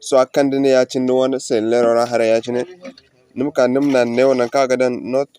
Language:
Zarma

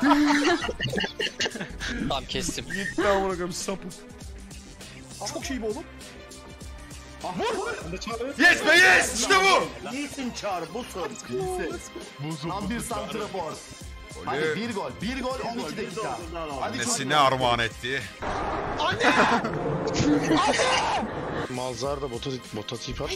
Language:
Turkish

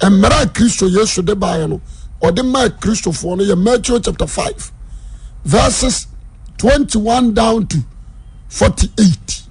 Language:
Akan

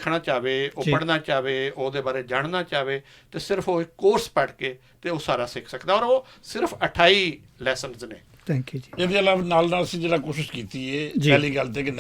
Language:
Western Panjabi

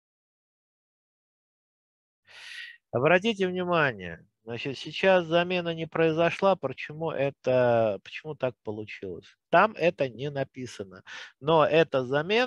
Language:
Russian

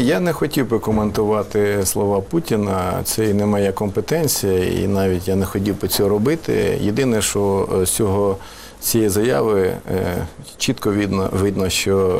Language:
Ukrainian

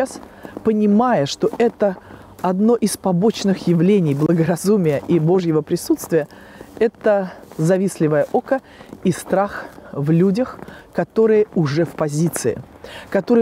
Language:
Russian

